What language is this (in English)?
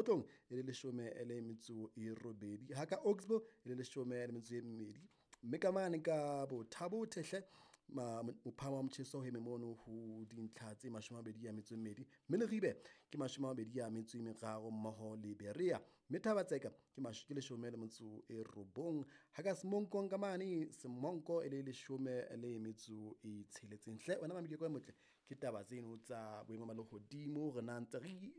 Southern Sotho